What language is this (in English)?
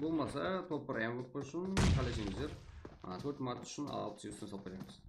Kara-Kalpak